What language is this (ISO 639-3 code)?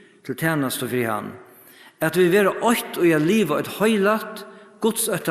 fao